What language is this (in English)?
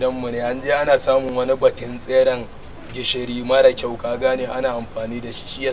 Hausa